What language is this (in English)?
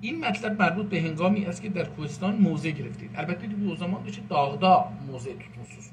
South Azerbaijani